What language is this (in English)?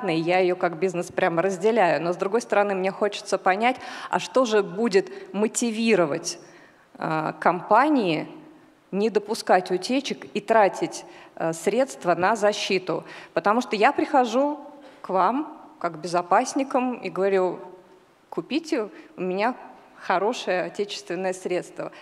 Russian